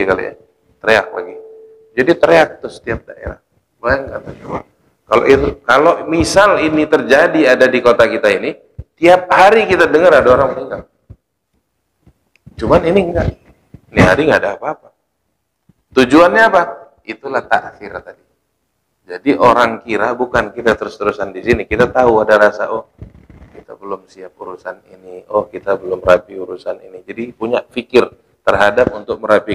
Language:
Indonesian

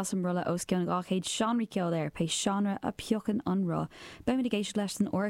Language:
Irish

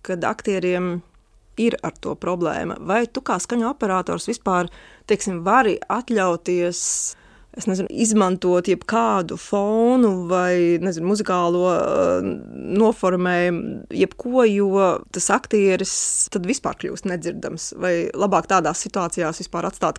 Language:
Latvian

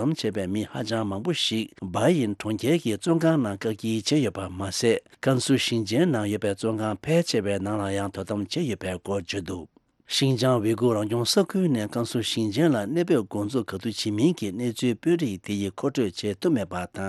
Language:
Tibetan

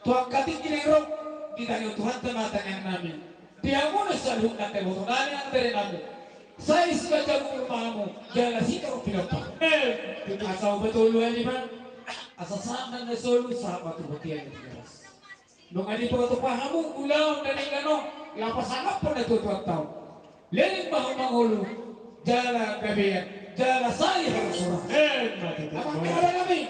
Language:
Batak Toba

